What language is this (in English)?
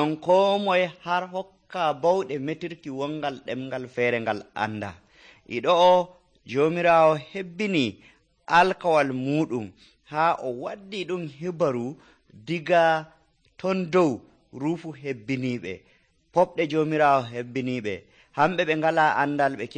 Nigerian Fulfulde